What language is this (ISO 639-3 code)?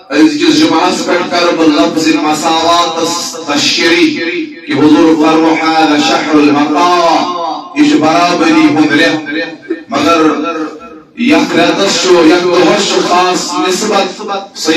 kas